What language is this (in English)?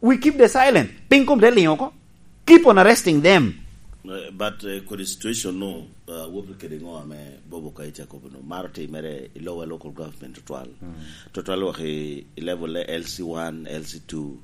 Lango (Uganda)